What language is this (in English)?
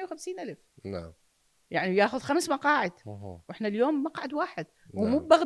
Mesopotamian Arabic